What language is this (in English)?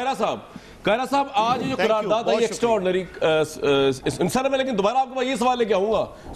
Urdu